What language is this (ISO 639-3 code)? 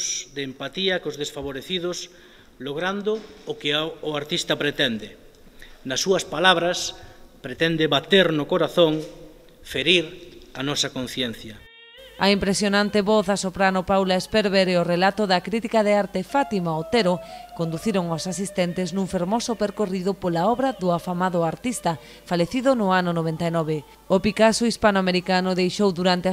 glg